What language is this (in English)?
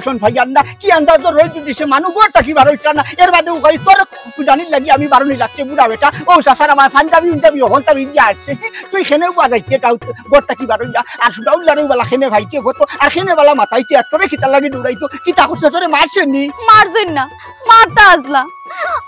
Sylheti